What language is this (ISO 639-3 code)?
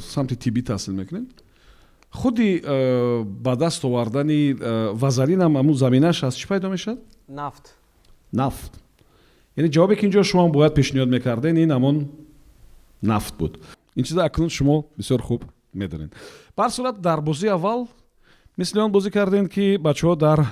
tgk